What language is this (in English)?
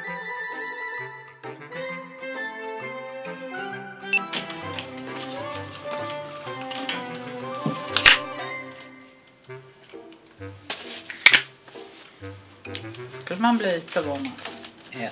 Swedish